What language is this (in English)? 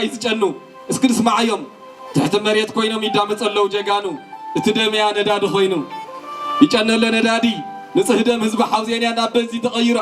Tigrinya